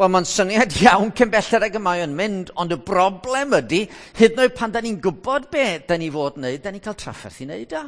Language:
Welsh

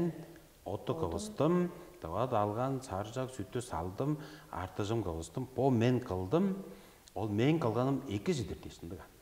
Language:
Tuvinian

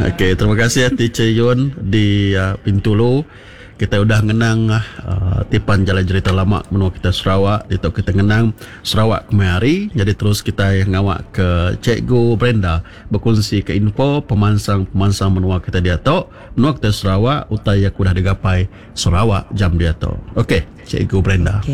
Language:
Iban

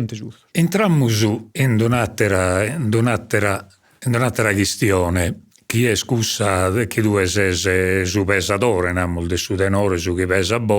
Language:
Sardinian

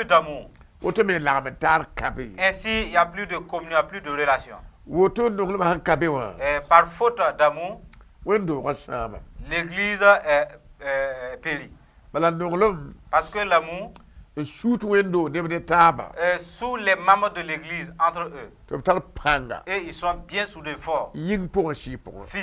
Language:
Mossi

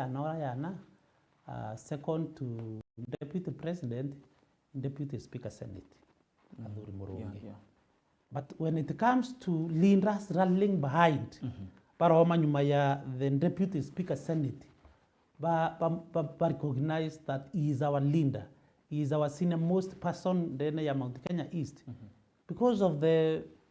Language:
Meru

